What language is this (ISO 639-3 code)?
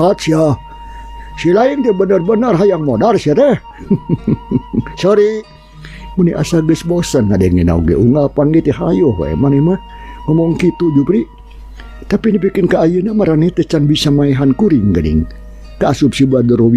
sun